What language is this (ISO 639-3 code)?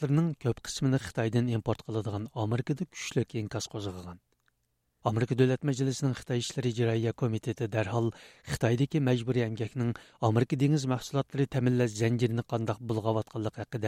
uig